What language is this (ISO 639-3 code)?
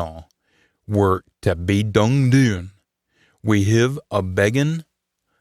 sco